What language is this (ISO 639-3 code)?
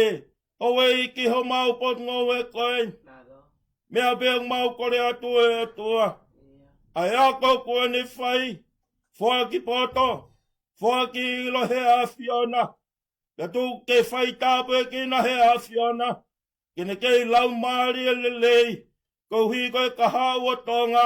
ton